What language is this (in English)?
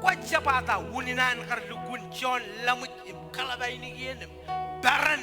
Marshallese